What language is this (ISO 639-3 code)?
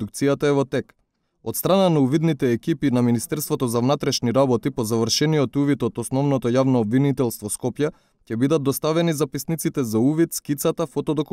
mkd